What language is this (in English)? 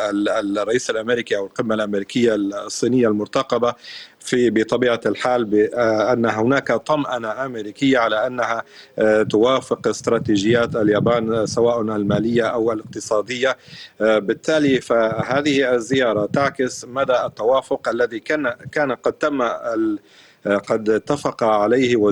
Arabic